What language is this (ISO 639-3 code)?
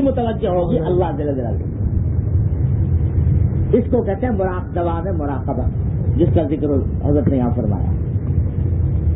urd